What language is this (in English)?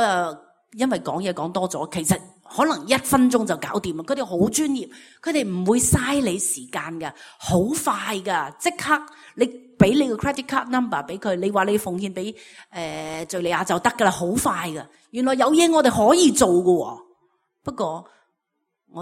Cantonese